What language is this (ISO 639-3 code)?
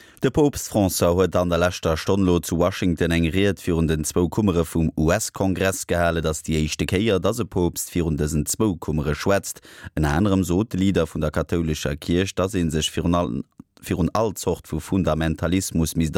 ltz